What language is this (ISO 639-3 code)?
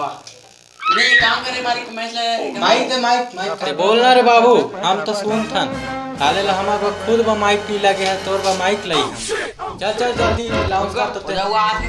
hne